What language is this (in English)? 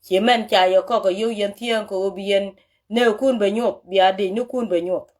Nuer